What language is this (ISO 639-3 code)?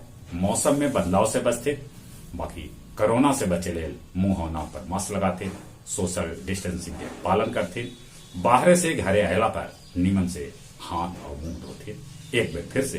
mag